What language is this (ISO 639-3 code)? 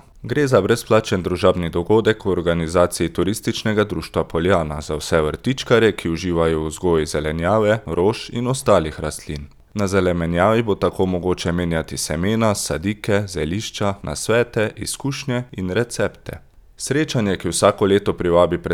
slv